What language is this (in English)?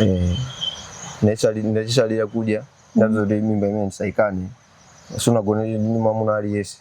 Nyanja